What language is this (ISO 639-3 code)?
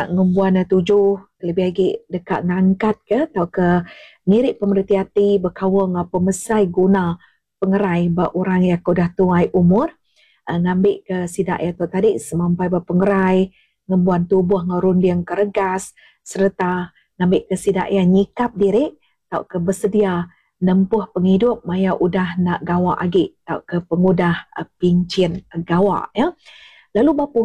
iba